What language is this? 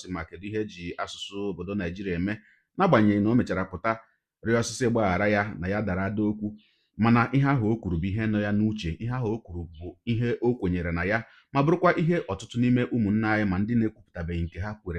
Igbo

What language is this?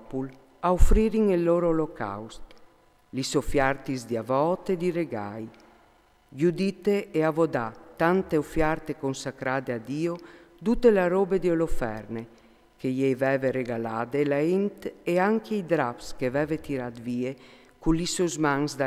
Friulian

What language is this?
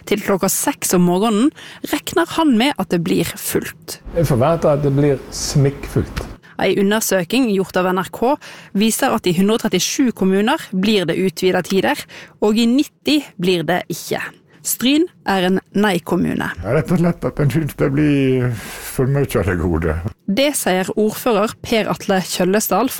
Norwegian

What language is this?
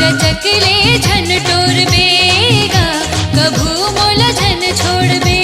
Chhattisgarhi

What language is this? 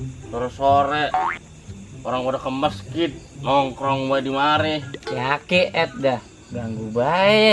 Betawi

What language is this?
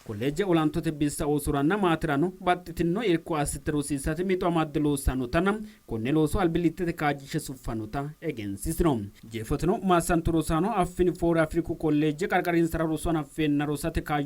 Sidamo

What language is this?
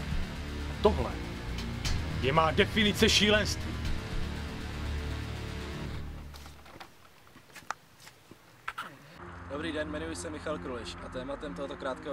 Czech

